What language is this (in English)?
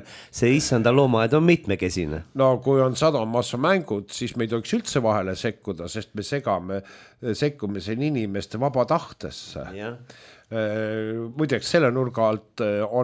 Estonian